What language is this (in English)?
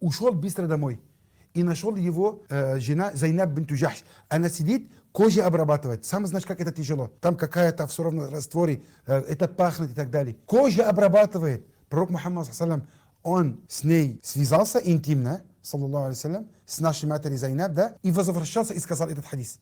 Chechen